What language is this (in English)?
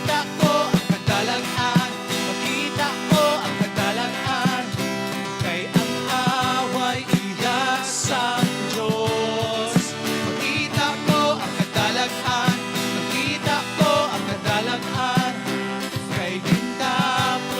Hiligaynon